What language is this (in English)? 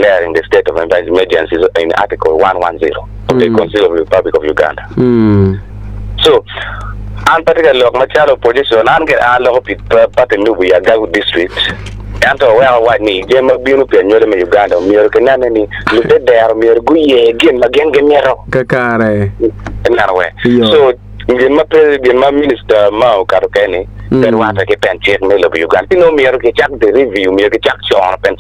Acoli